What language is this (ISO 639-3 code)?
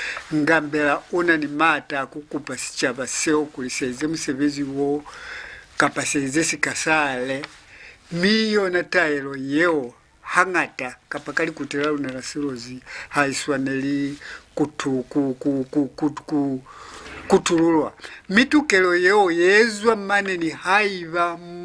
loz